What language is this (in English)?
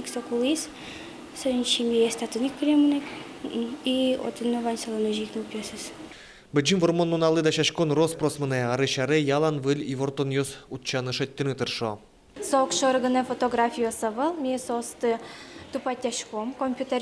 Udmurt